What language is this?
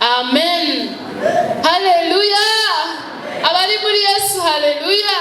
Rundi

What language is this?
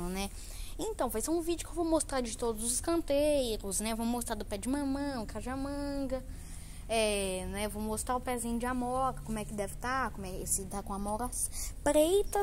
Portuguese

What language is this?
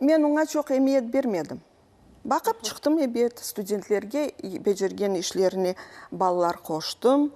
Crimean Tatar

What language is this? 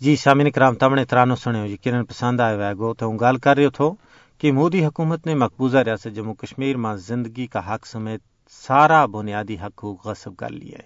Gujari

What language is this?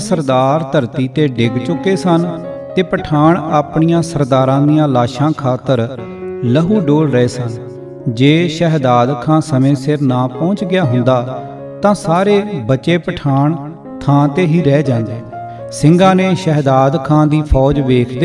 Punjabi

